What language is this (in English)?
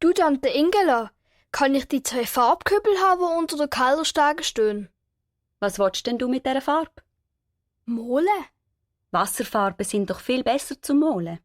Swiss German